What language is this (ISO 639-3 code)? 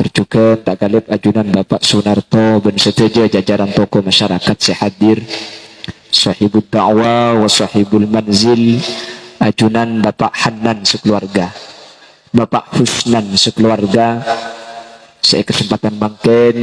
mad